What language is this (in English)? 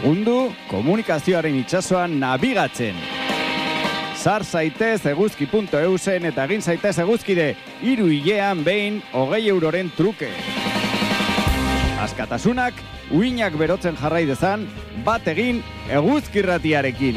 Basque